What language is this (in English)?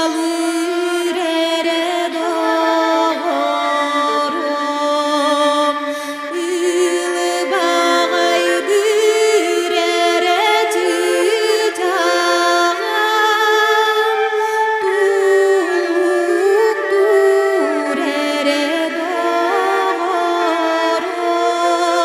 Yakut